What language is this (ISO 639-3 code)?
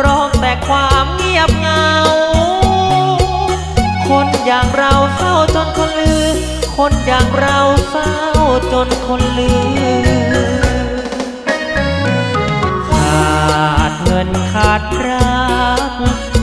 tha